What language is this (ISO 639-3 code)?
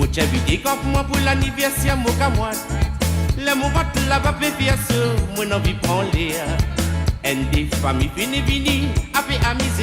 mfe